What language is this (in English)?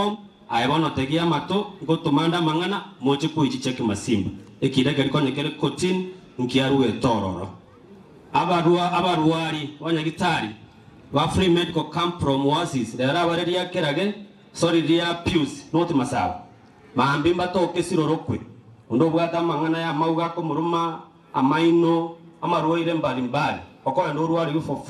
Gusii